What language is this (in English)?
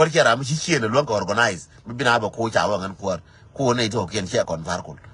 Nuer